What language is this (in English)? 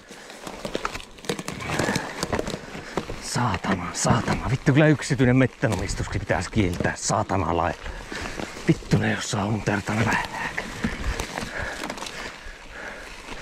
Finnish